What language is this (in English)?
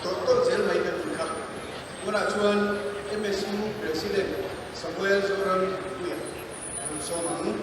Mizo